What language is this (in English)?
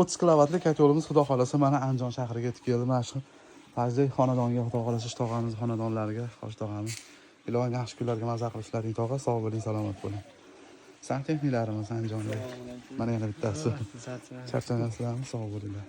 Uzbek